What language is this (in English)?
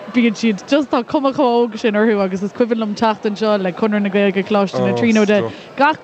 Irish